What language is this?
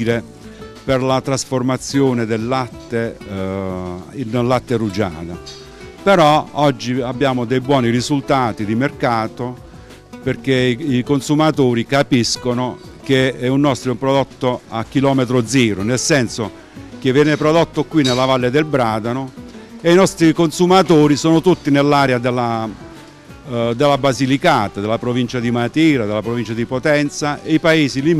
Italian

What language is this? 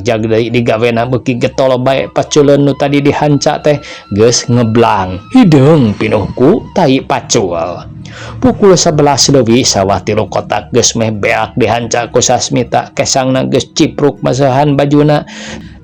Sundanese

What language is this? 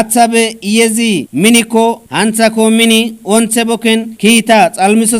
Kafa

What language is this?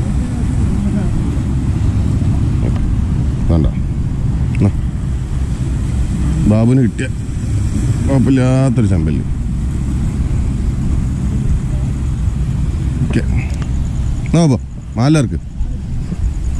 Malayalam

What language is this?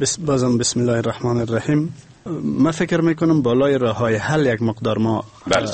Persian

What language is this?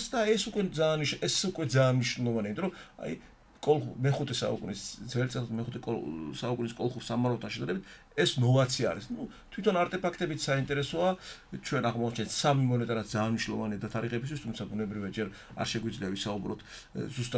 Georgian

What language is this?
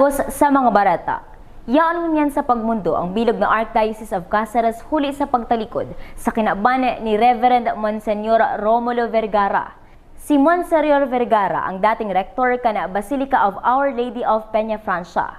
Bikol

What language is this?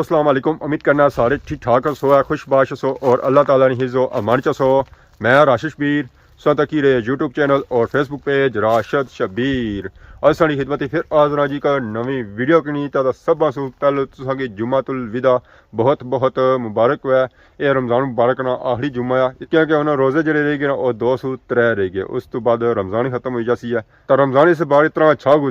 Pahari-Potwari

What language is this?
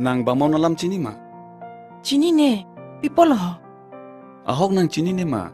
Karbi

